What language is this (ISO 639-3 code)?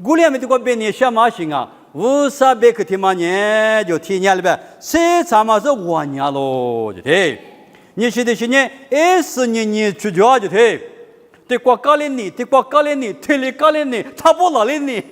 lis